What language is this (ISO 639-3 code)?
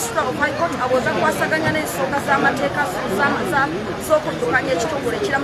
lug